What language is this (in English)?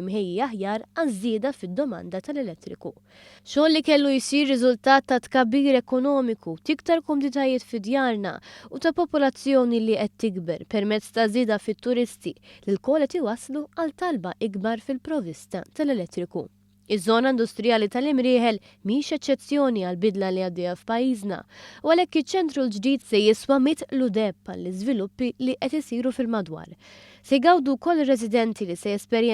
Maltese